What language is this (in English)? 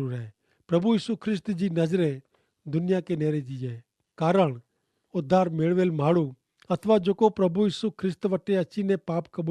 Kachhi